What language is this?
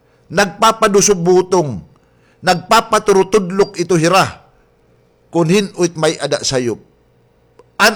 Waray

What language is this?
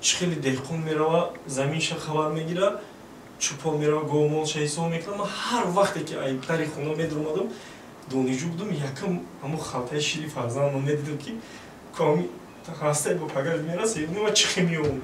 Tajik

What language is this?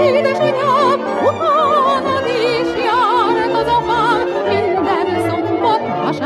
Hungarian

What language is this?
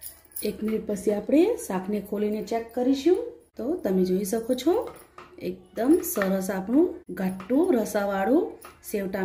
Gujarati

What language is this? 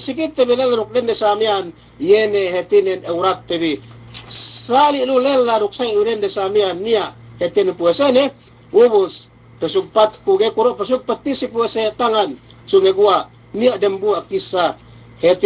Yakan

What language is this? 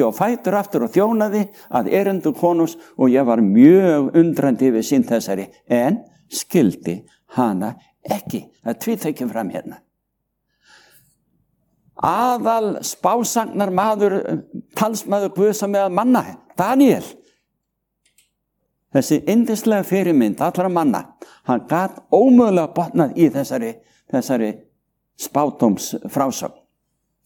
Icelandic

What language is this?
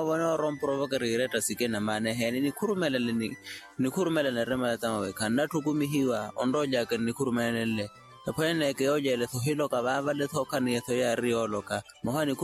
Makhuwa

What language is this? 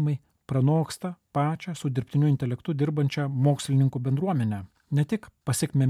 Lithuanian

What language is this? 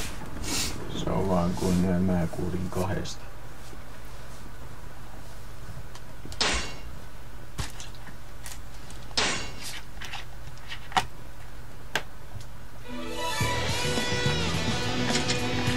Finnish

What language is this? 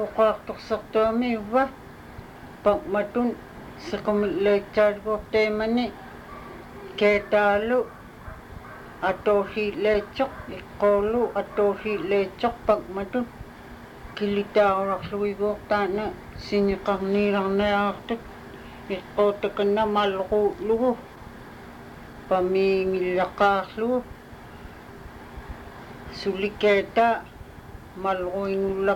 Inupiaq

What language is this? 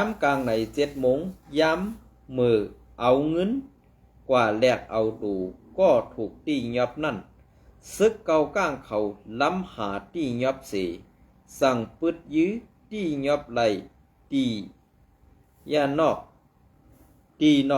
Shan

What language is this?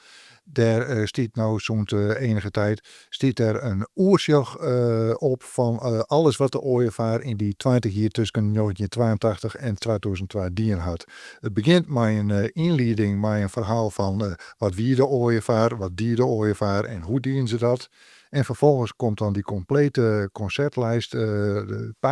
Western Frisian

